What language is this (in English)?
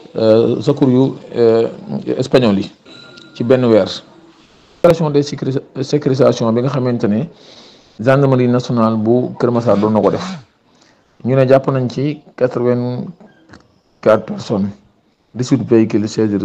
Wolof